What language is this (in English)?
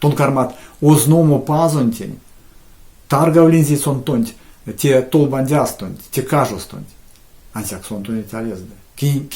Erzya